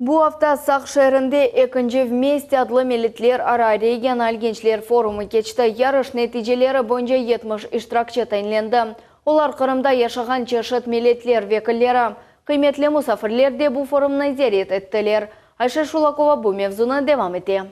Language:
Crimean Tatar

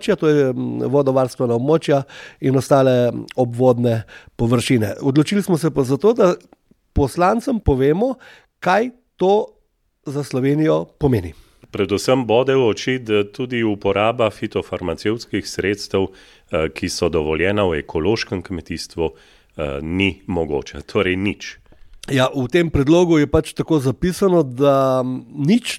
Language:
Slovenian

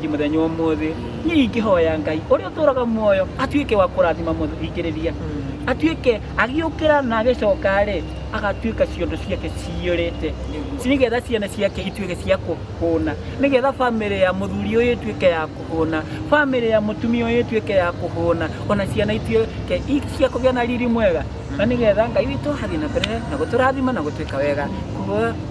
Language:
Kikuyu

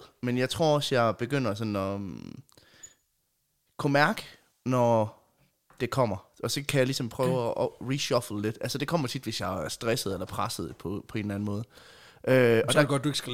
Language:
Danish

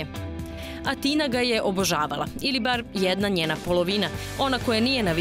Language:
Serbian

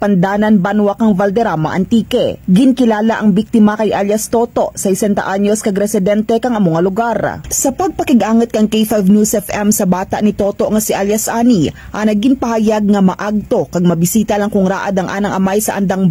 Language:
Kinaray-a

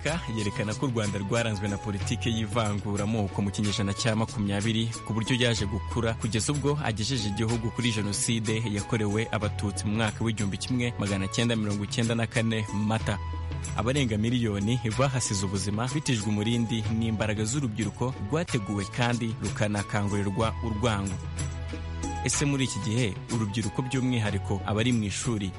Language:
Kinyarwanda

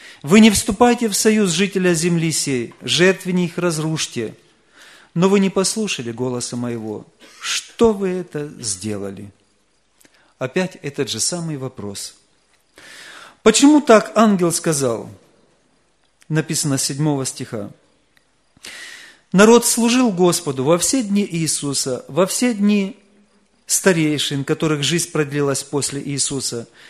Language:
Russian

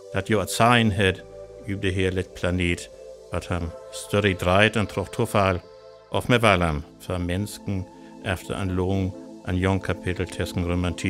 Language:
Northern Frisian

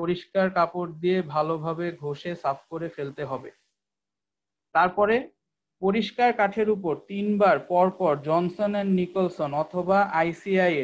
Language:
Bangla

